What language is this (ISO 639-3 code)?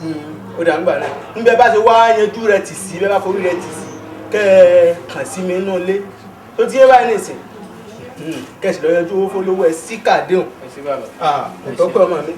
yor